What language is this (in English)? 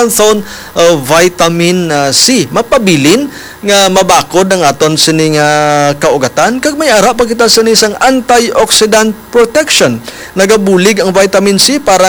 Hiligaynon